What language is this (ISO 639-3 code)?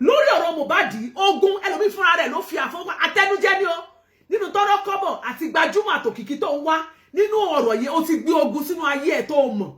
yor